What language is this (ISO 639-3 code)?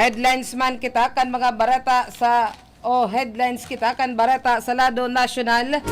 bik